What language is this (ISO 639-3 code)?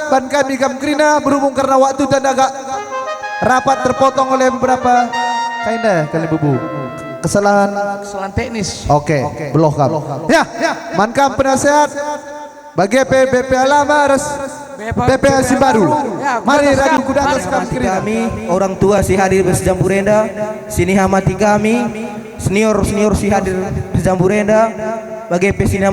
btx